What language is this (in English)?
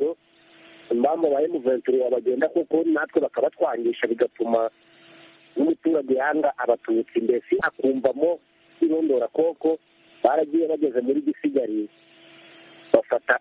Kinyarwanda